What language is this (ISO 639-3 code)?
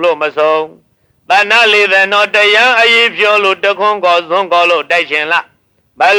mya